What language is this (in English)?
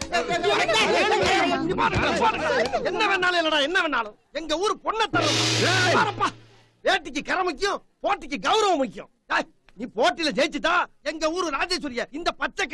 Tamil